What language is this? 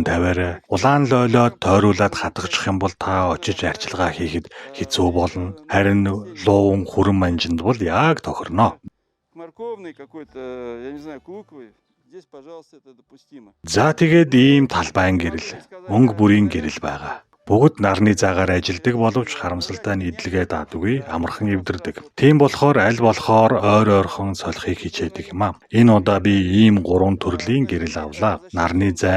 Mongolian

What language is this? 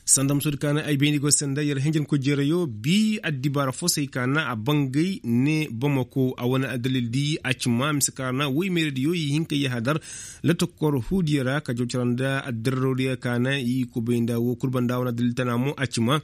Koyraboro Senni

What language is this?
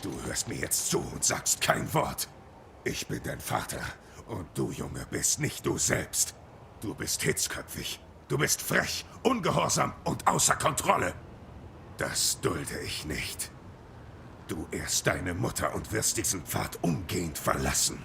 Bavarian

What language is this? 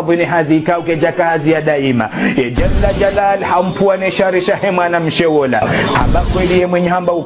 Ngazidja Comorian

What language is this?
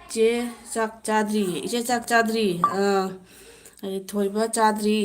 Manipuri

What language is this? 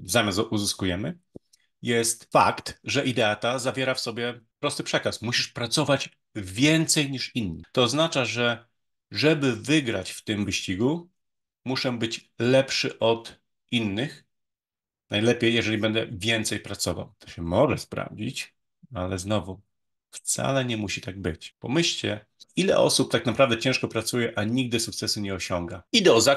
Polish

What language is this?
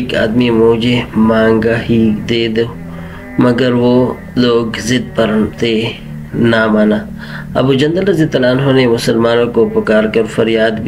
Urdu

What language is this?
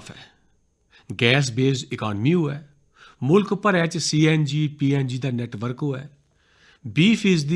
Dogri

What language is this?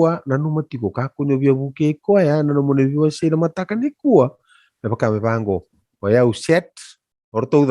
Fijian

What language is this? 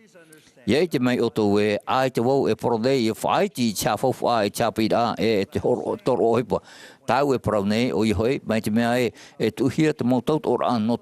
Tahitian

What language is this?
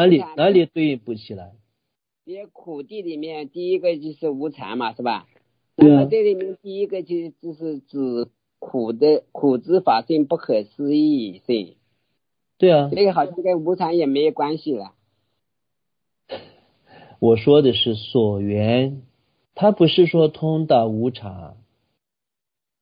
Chinese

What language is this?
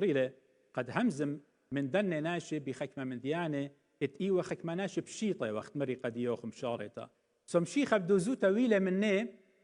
Assyrian Neo-Aramaic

